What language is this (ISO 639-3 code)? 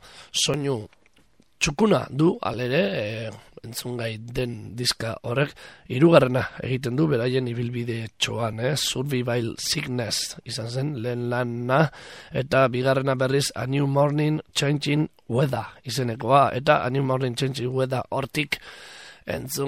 eus